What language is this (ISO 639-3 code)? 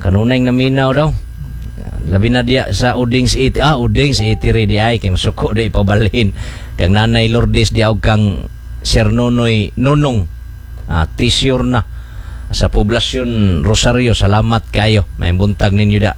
ceb